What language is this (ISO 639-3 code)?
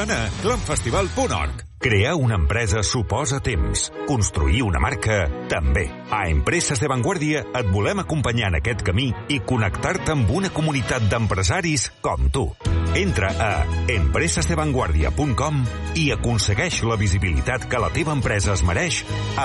cat